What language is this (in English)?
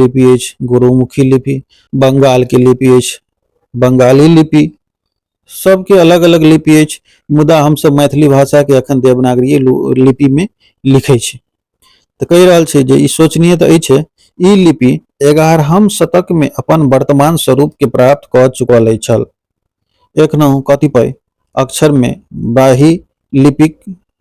Maithili